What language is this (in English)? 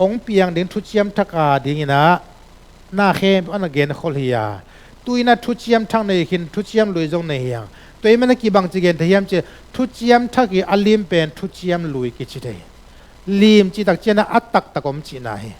Tedim Chin